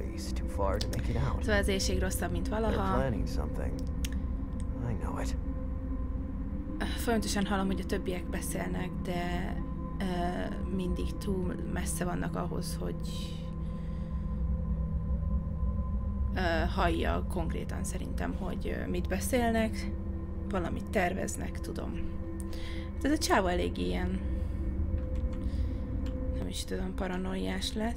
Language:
Hungarian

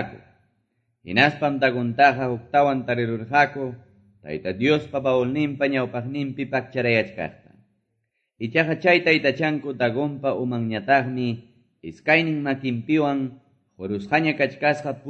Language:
Quechua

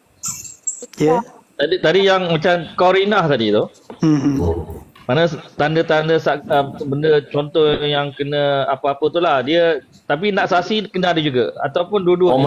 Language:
Malay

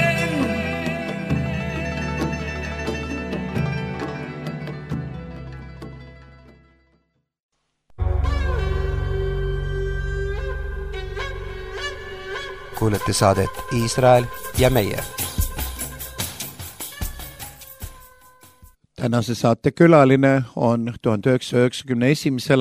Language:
Estonian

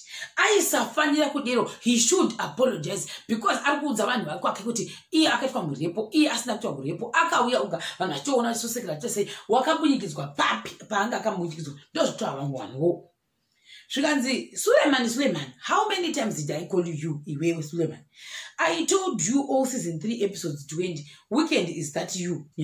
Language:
Shona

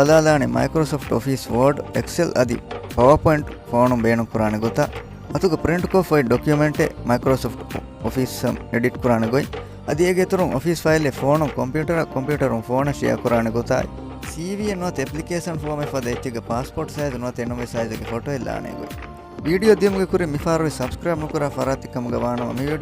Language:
Divehi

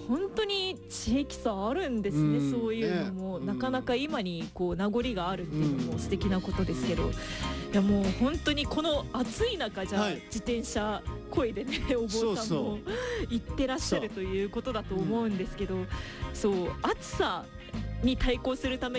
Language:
Japanese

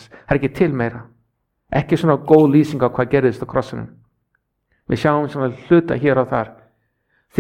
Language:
Icelandic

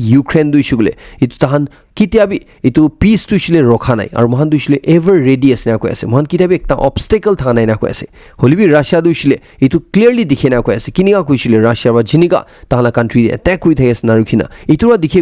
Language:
Naga Pidgin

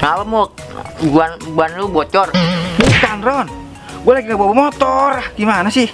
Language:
Betawi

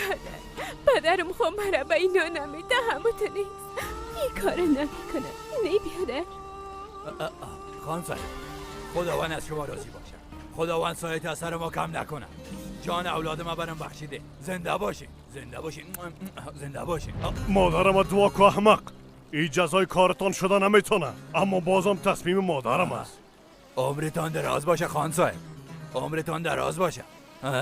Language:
Persian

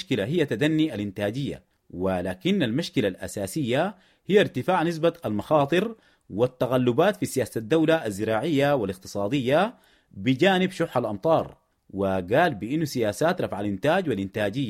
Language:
Sudanese Arabic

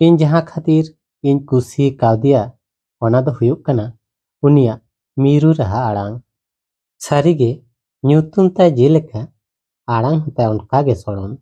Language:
Santali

